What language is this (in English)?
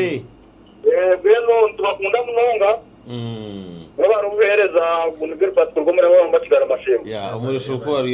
Nyankole